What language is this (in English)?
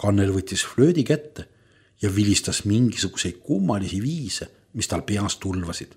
Estonian